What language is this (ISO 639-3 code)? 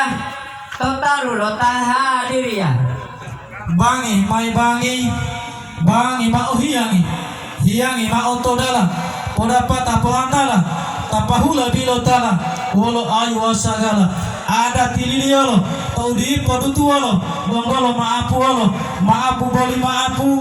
gor